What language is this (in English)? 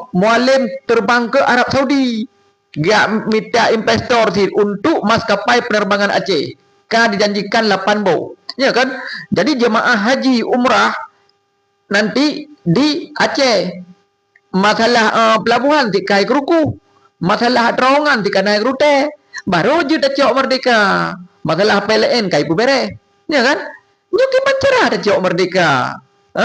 Achinese